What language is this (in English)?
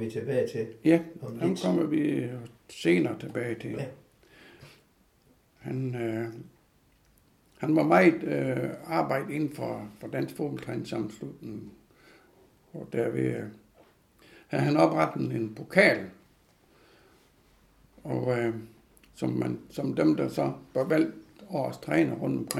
Danish